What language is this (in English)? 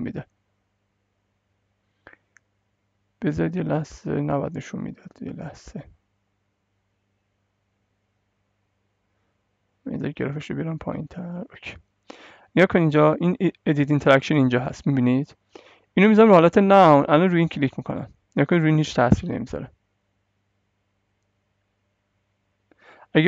Persian